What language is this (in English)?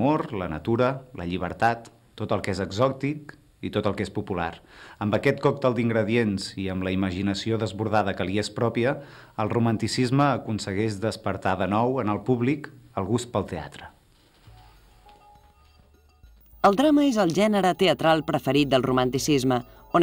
Catalan